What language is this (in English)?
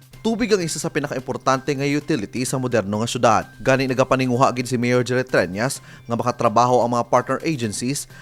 Hiligaynon